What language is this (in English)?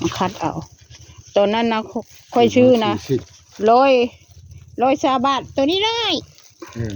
Northeastern Thai